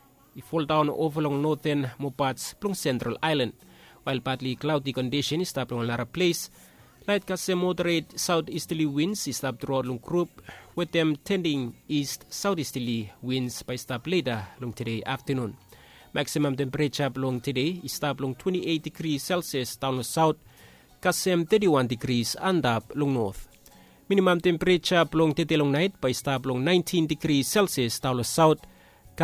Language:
Bislama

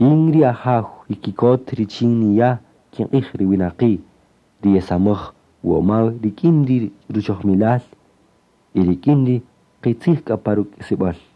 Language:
Kaqchikel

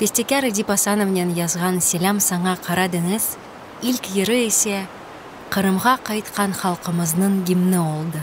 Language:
Crimean Tatar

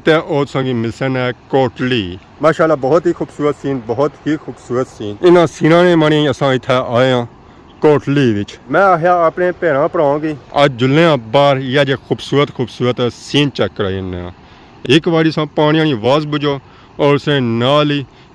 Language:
Pahari-Potwari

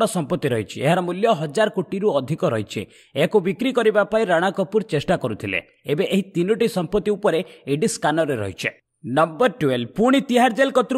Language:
Odia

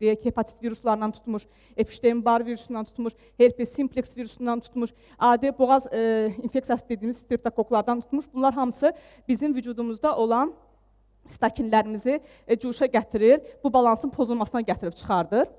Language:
Azerbaijani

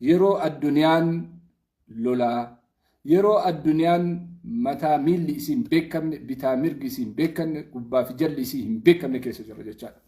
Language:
Oromo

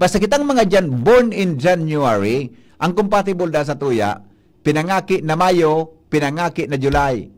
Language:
Bikol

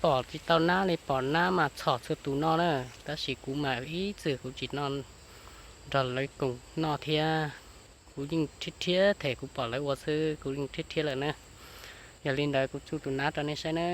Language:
Hmong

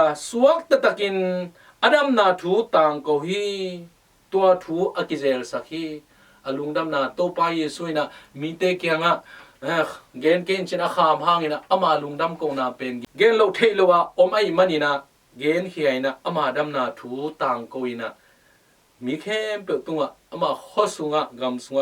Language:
Tedim Chin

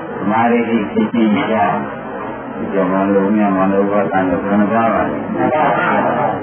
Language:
Burmese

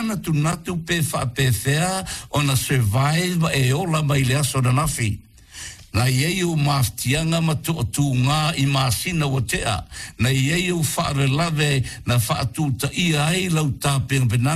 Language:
Samoan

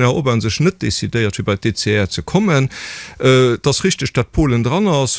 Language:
Luxembourgish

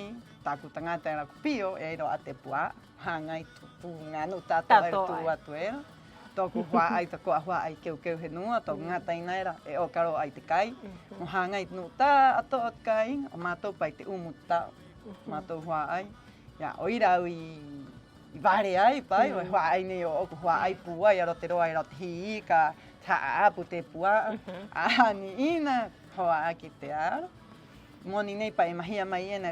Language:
Rapanui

